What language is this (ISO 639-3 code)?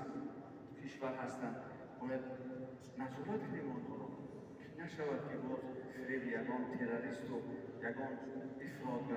tgk